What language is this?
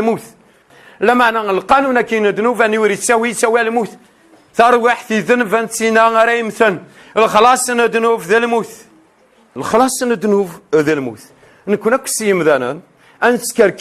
Kabyle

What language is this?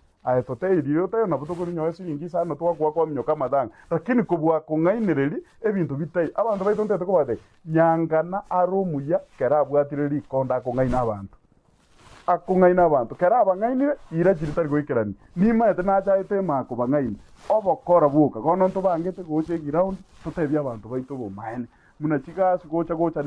Gusii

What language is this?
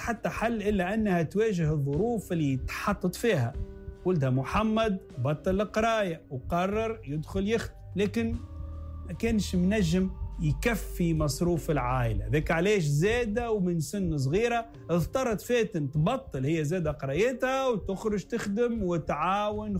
Tunisian Arabic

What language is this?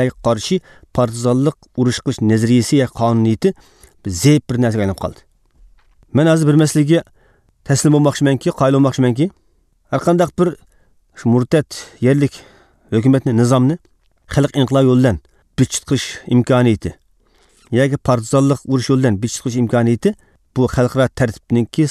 Uyghur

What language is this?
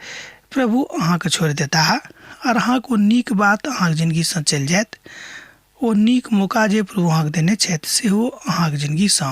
Maithili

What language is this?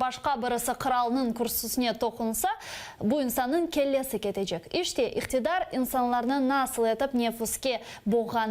Crimean Tatar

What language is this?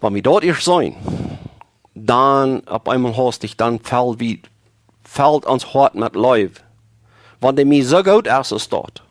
Plautdietsch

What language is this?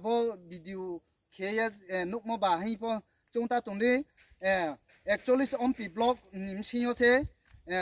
Riang (India)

